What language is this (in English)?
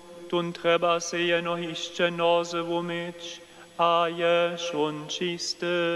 Upper Sorbian